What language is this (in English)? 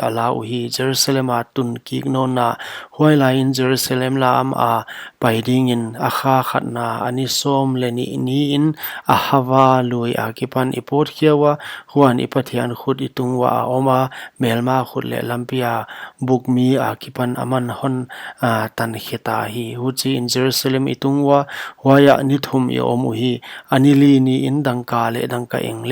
Paite Chin